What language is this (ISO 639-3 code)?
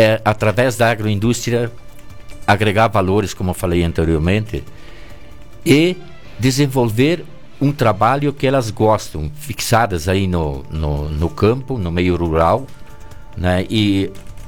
por